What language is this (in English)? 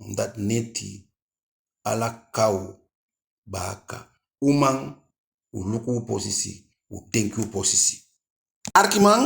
Eastern Maroon Creole